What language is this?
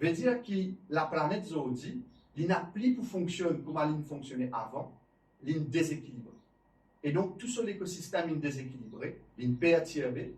Morisyen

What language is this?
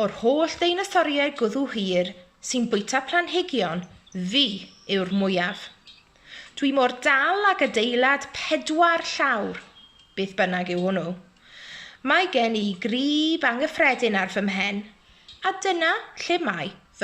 Welsh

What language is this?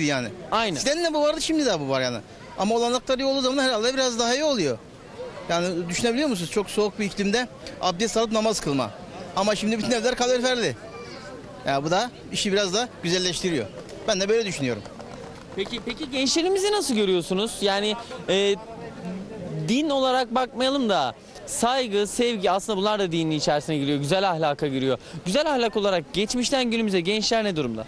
Turkish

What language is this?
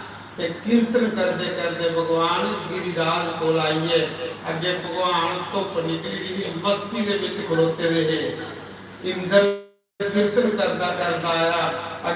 Dogri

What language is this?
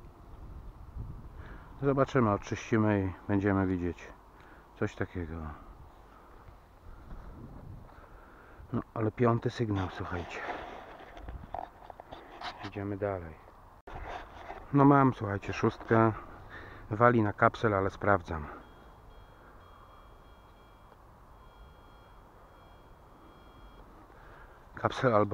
Polish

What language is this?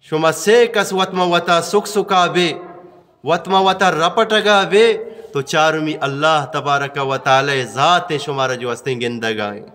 Eastern Balochi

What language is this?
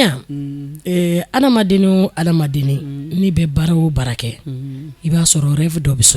Bambara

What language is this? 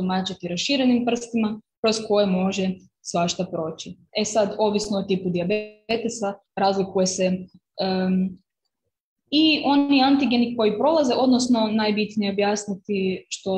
Croatian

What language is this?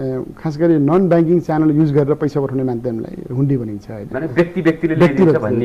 Nepali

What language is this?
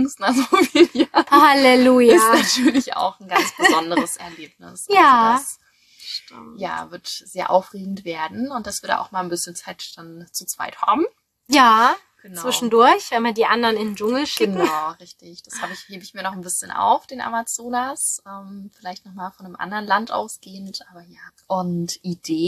German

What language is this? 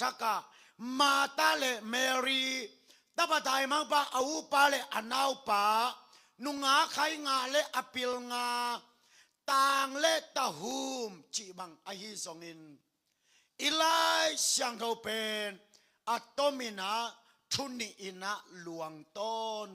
Tedim Chin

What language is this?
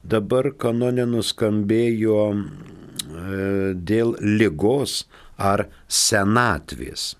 Lithuanian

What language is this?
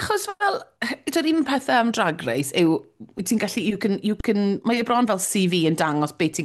Welsh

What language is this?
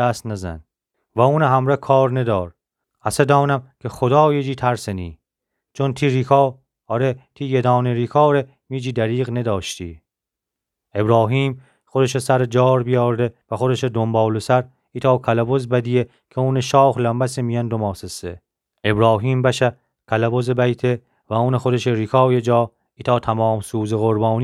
Gilaki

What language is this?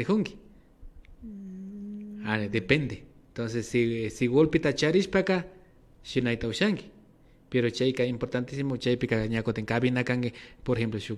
Imbabura Highland Quichua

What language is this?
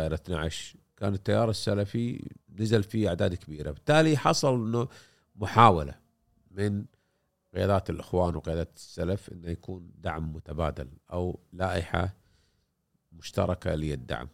Gulf Arabic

